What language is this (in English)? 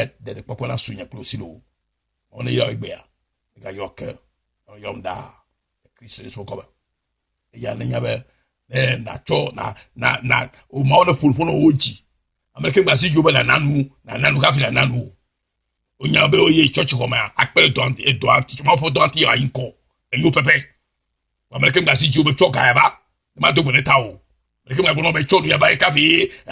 Ewe